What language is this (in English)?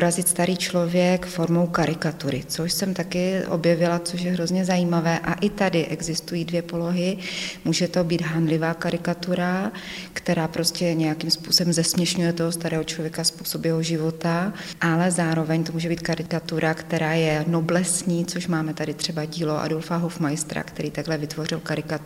Czech